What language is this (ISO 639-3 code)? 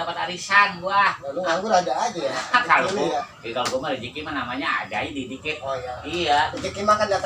bew